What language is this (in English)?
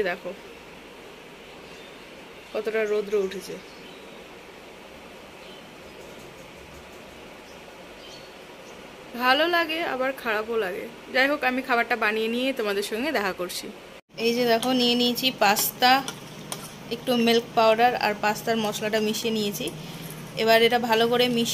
Bangla